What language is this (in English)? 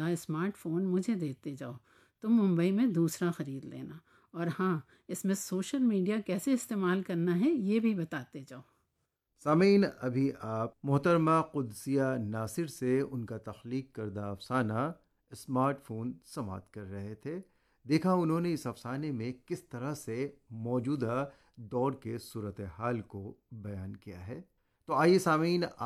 Urdu